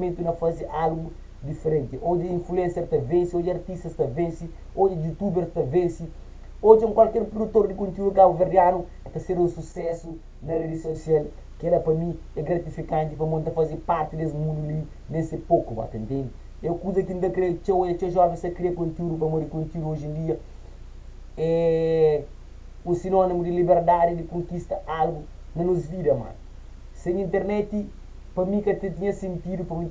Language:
Kabuverdianu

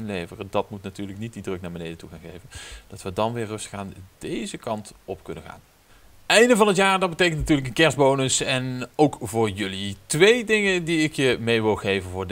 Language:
Dutch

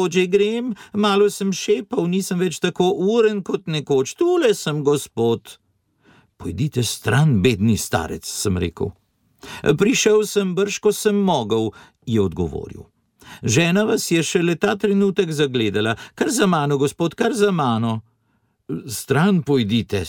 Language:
Slovenian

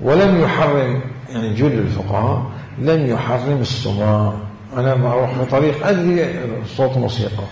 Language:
Mesopotamian Arabic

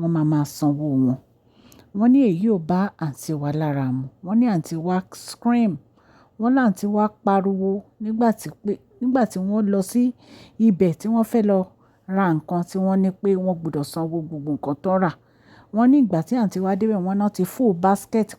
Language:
Yoruba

